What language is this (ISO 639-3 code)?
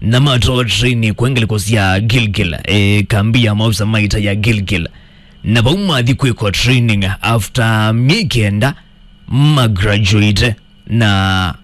kam